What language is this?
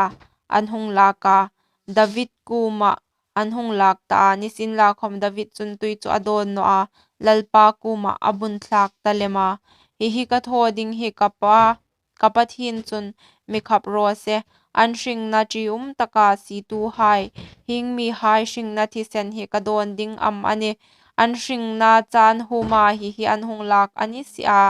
Hmar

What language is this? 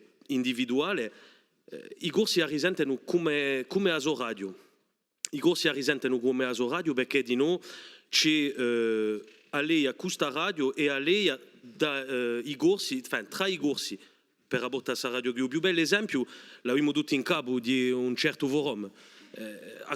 Corsican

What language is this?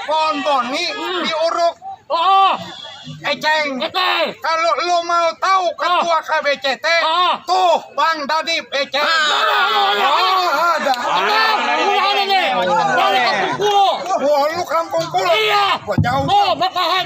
Betawi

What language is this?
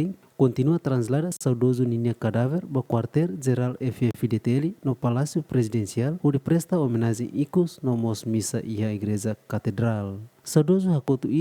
Tetum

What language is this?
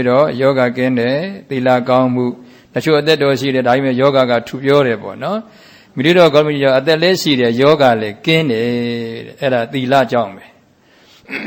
Burmese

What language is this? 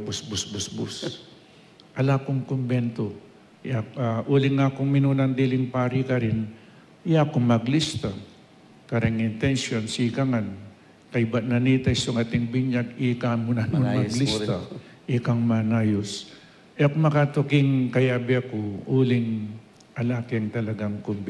Pampanga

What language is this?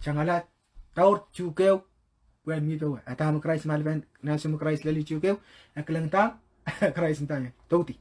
Pohnpeian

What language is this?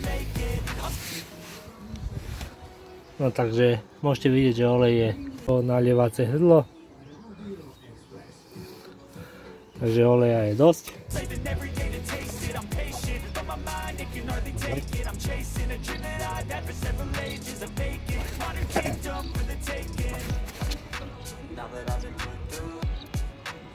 Slovak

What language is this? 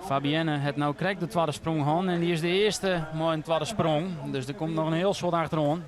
Western Frisian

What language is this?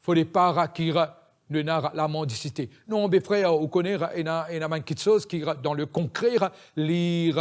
Morisyen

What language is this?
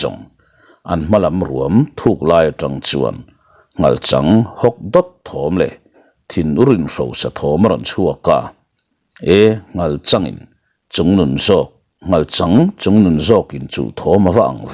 Mizo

